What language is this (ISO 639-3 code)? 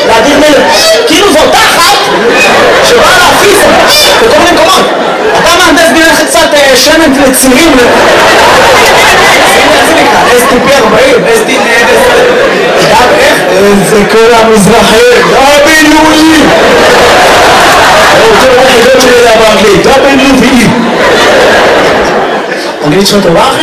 heb